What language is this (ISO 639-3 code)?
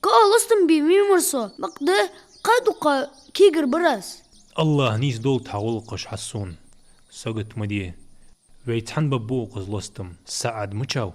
inh